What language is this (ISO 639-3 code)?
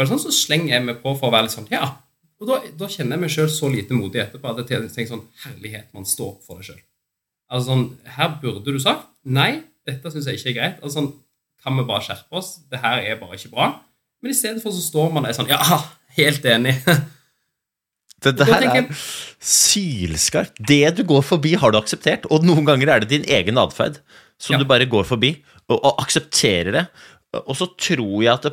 nor